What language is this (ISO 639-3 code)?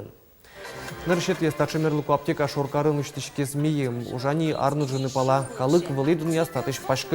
udm